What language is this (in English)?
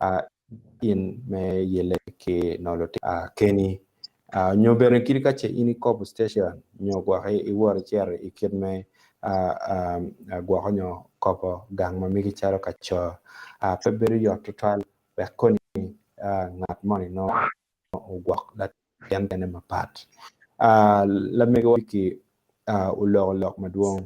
Acoli